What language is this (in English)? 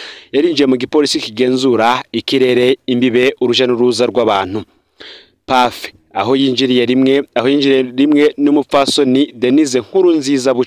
Rundi